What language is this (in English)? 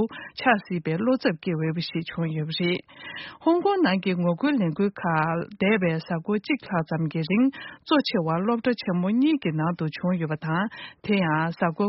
Tibetan